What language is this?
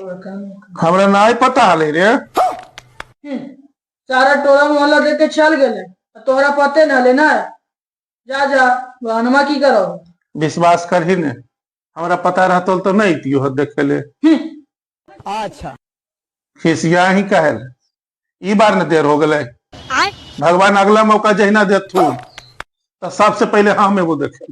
Magahi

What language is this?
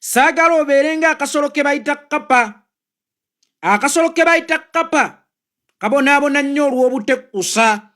Ganda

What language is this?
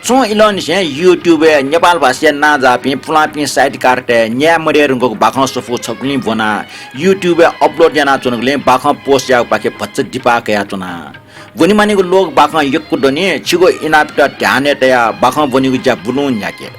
Newari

